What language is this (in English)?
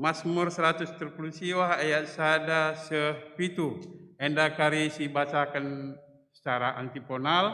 Batak Karo